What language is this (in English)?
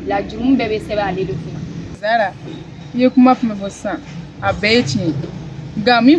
Bambara